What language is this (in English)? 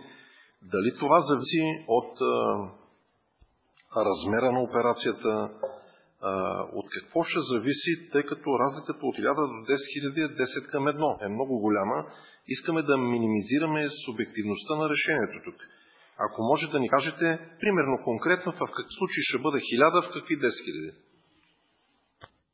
Bulgarian